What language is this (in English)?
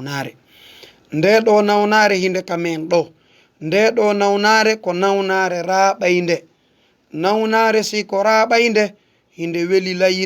Fula